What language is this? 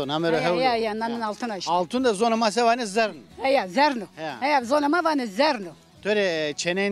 Zaza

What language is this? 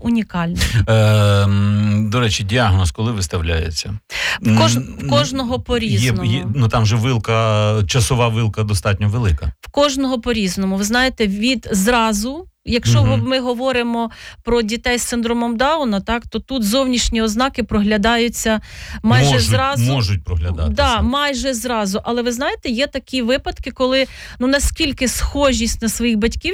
Ukrainian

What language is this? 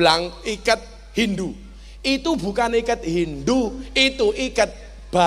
Indonesian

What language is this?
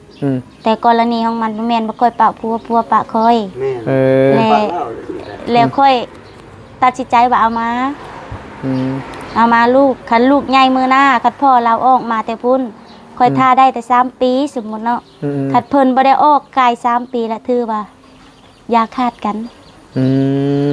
Northeastern Thai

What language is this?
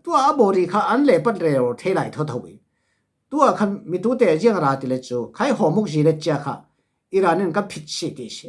Falam Chin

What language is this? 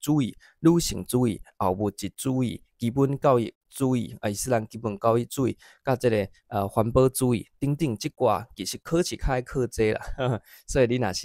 Min Nan Chinese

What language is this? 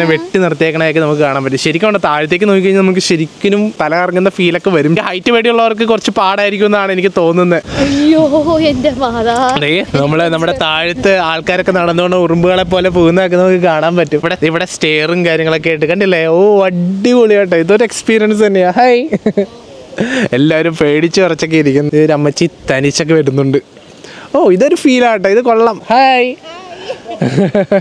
Malayalam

